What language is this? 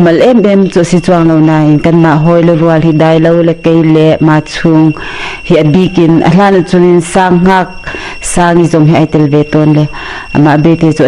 Hakha Chin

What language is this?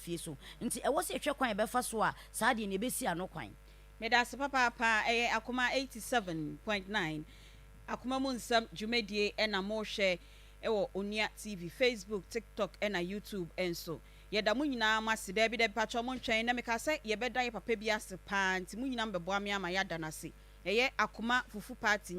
Akan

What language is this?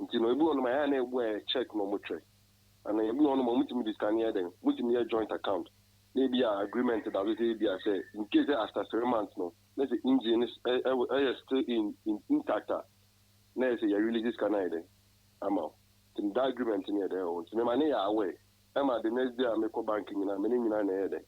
Akan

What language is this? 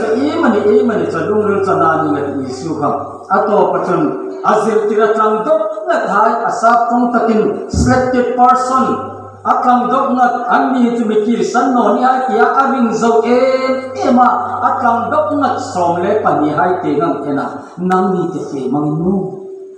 Hmar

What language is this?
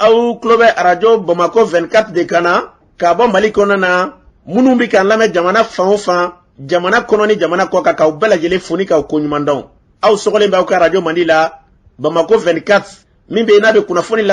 Bambara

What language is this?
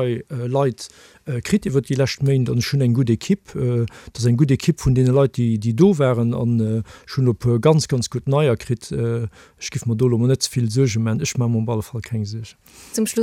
Luxembourgish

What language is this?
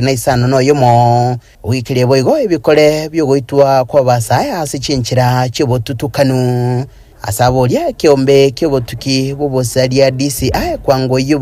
Gusii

